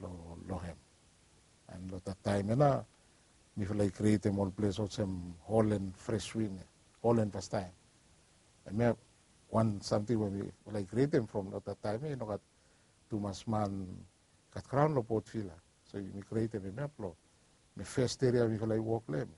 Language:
Bislama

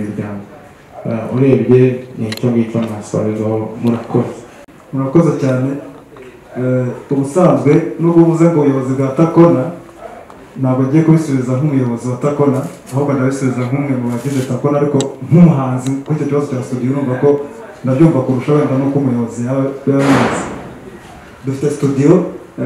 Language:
Kinyarwanda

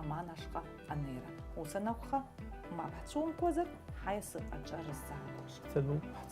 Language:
Abkhazian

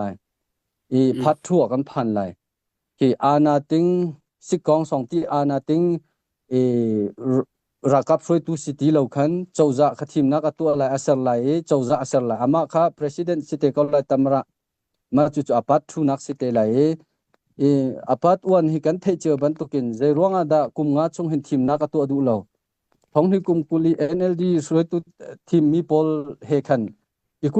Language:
Hakha Chin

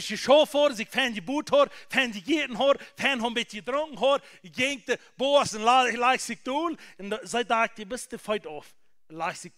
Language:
Plautdietsch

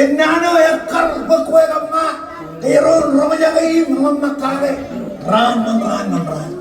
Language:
Marshallese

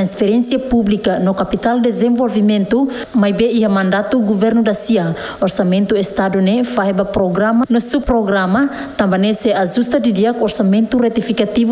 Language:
Tetum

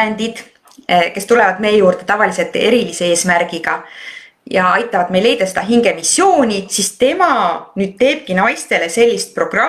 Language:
Estonian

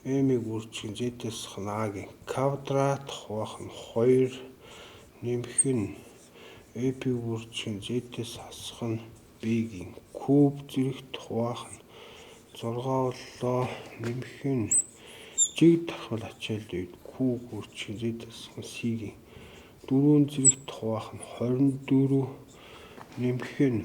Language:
Mongolian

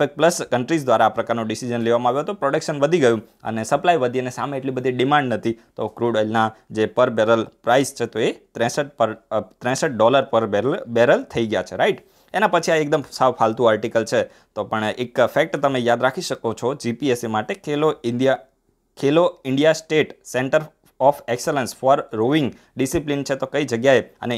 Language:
Gujarati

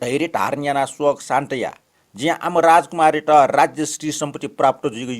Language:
Newari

